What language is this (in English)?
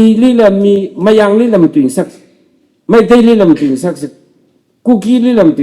Tangkhul Naga (India)